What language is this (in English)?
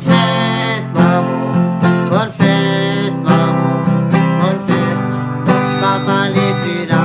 Réunion Creole French